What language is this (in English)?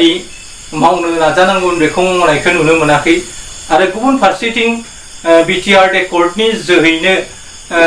Bodo